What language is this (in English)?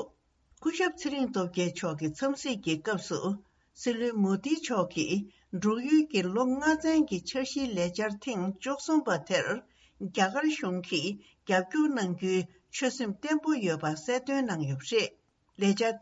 Tibetan